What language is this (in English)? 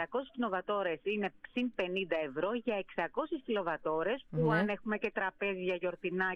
Greek